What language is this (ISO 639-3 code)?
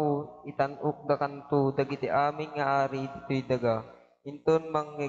ilo